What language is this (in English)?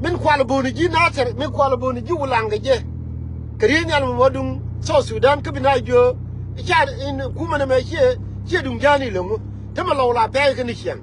Nuer